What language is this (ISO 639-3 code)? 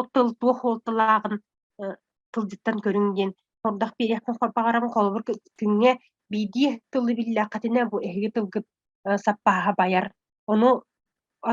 sah